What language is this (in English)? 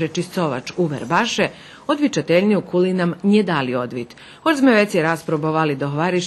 Rusyn